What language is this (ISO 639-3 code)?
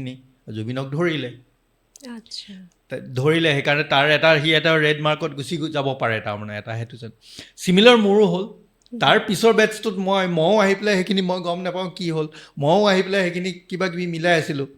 asm